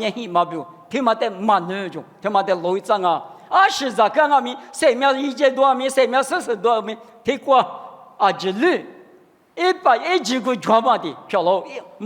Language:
Lisu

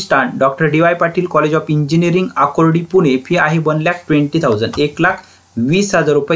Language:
Marathi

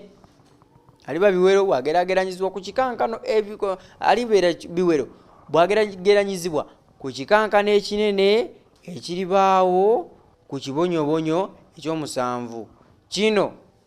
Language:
Ganda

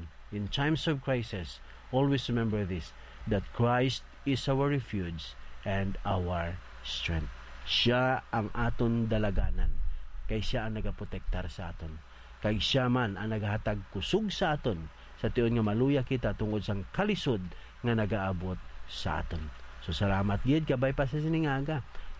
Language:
Hiligaynon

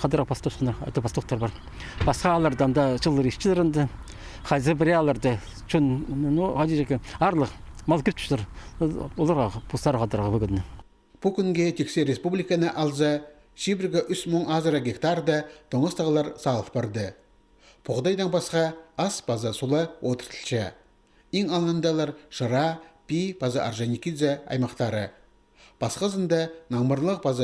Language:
Khakas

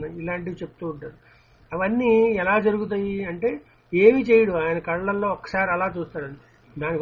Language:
Telugu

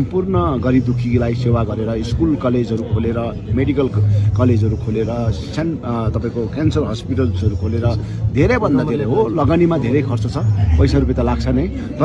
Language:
Nepali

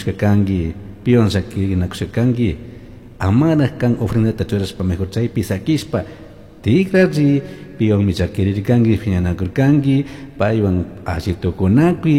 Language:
Chimborazo Highland Quichua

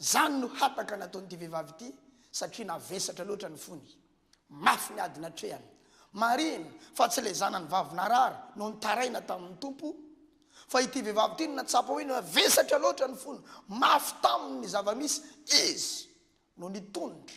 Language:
Malagasy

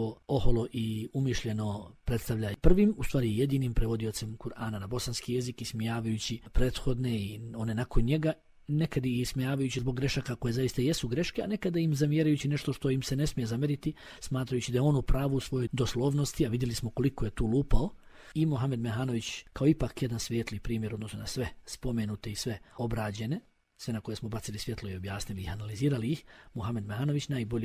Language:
Bosnian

